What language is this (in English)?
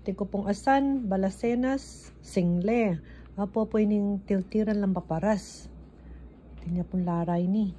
Pampanga